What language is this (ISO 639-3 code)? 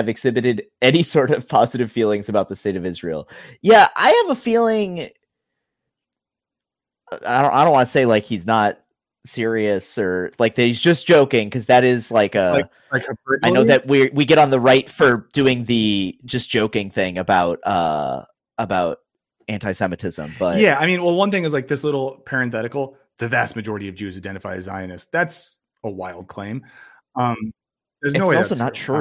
eng